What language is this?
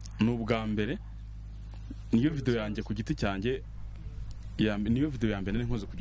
Kinyarwanda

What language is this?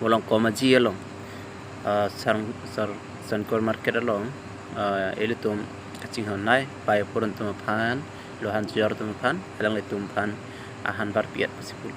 Karbi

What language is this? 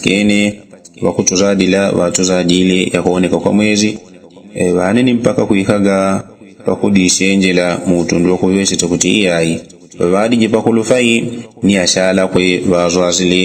Yao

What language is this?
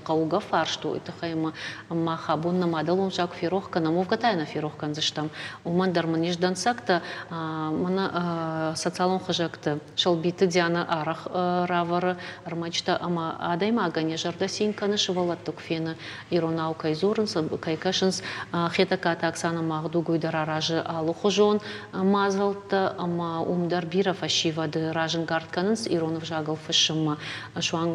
Ossetic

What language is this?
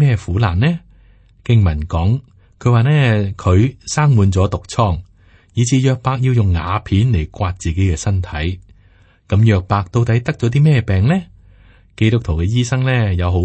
Cantonese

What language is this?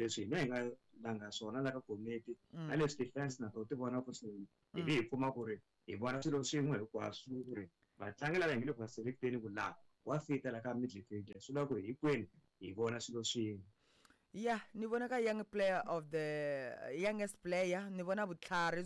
Tsonga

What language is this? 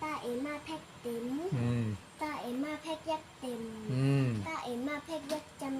Shan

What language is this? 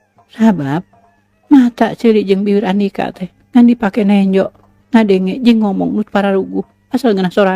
Sundanese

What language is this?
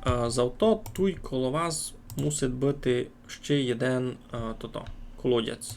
Rusyn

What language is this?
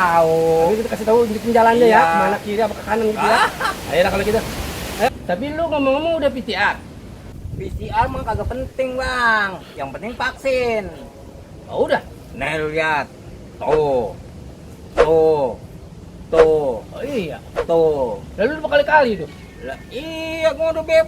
Betawi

